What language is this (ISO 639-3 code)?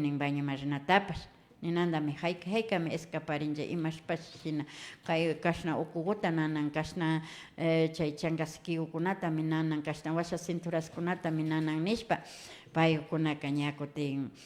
qvi